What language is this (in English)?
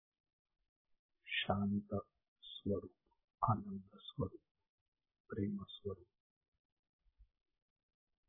Marathi